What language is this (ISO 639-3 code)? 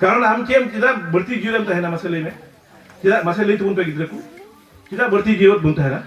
sat